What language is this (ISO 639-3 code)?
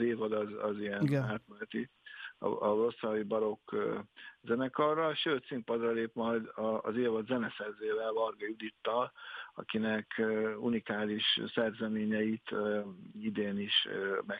hun